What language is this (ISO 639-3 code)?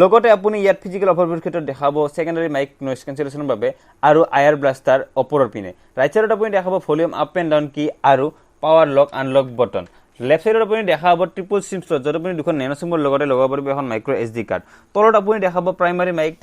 asm